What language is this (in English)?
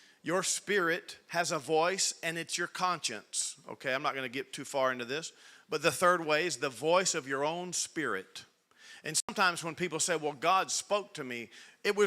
English